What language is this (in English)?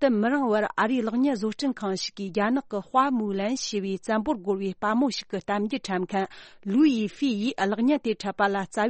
Tibetan